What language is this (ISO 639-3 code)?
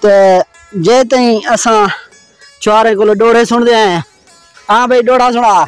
skr